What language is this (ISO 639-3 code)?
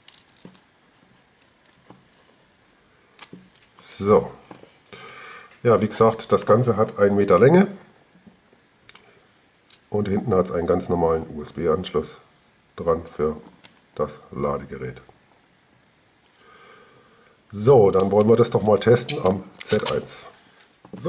deu